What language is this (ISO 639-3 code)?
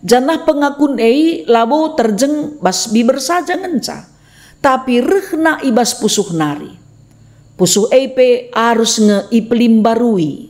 btx